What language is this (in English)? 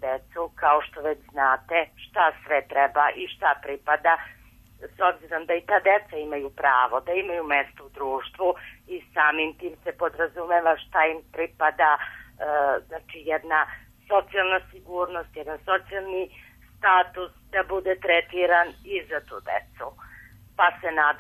Serbian